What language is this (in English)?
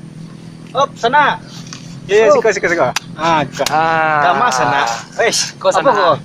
Minangkabau